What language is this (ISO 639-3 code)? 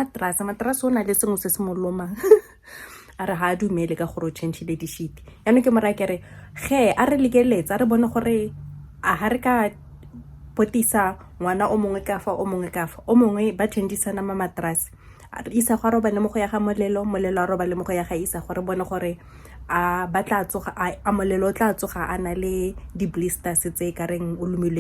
tsn